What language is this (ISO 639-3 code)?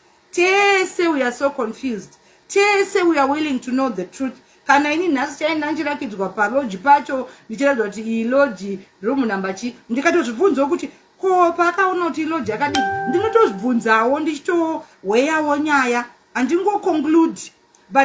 sna